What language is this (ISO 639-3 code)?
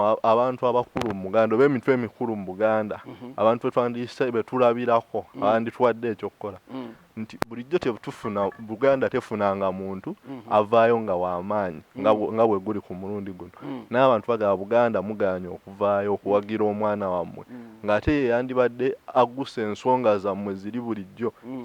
lug